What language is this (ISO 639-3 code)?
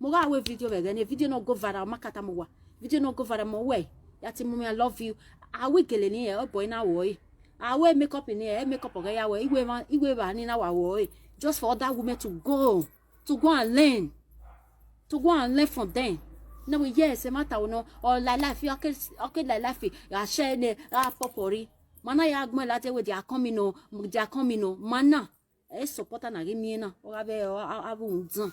pcm